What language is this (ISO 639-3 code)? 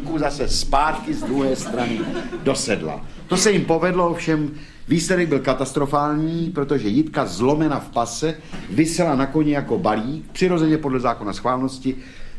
ces